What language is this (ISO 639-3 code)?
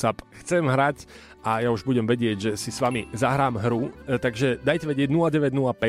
slk